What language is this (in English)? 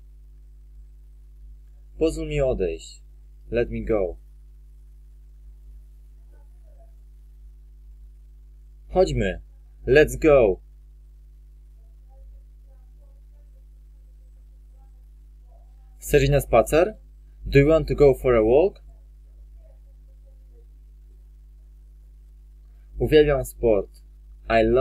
Polish